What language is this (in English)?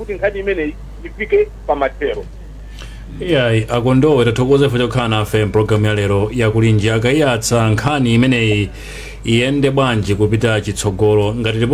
Nyanja